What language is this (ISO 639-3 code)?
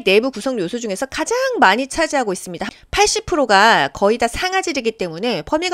kor